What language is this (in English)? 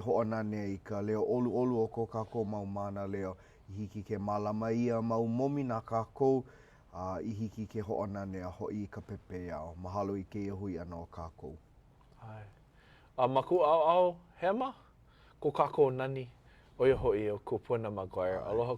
Hawaiian